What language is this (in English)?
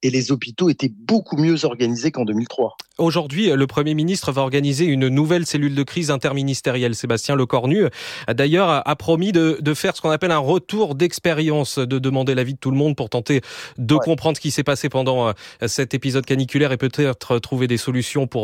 French